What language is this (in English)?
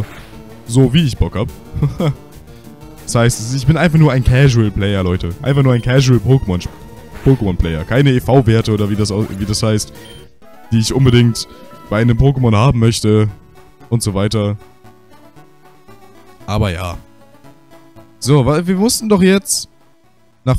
German